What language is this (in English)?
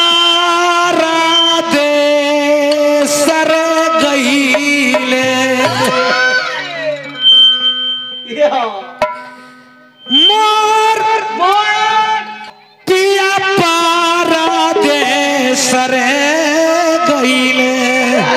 Bhojpuri